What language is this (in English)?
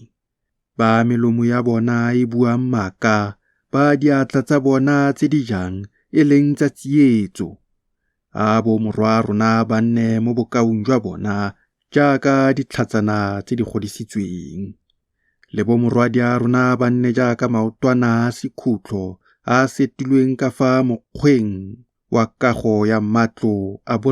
Tswana